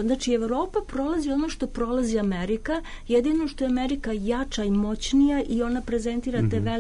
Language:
Serbian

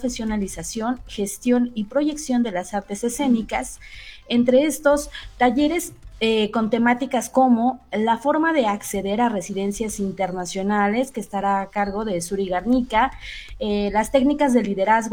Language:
Spanish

